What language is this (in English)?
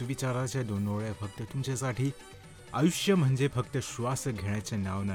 Marathi